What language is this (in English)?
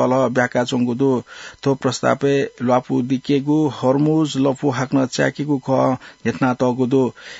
Newari